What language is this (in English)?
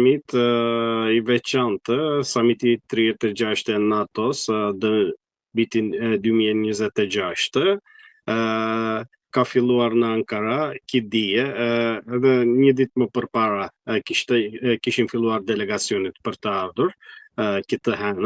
Albanian